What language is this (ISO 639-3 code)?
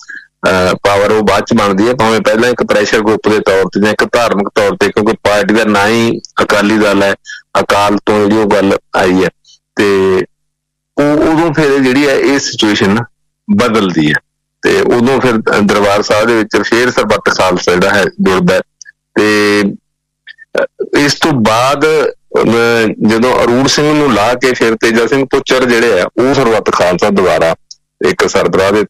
pan